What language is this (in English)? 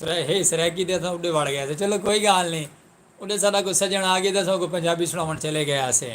Saraiki